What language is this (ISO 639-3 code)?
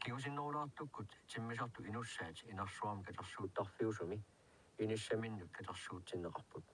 kal